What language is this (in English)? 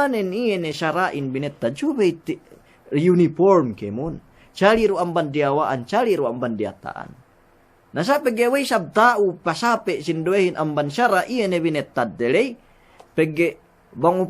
Yakan